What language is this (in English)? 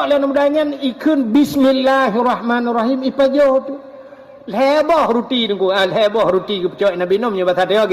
Achinese